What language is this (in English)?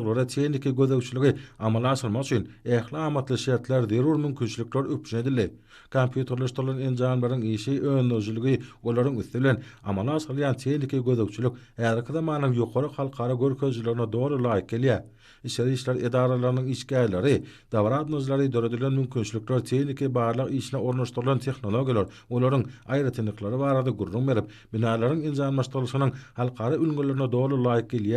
Turkmen